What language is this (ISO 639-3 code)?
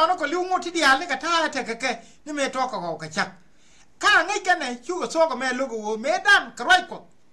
nus